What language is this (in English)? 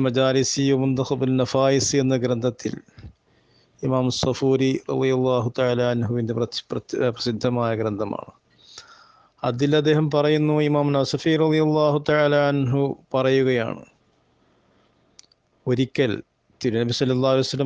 Malayalam